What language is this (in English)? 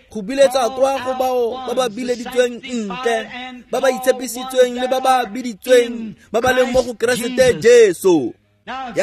Tswana